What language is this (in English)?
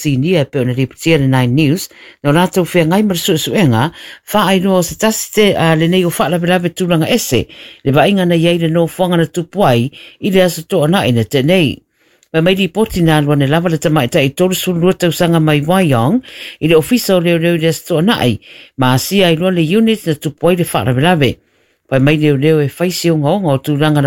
Samoan